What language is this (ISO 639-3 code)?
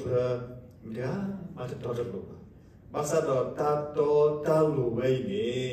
ksw